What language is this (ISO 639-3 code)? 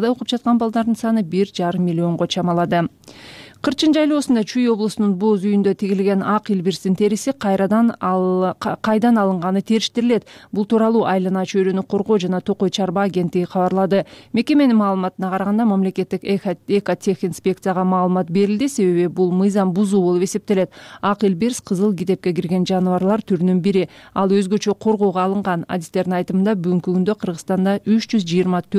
kir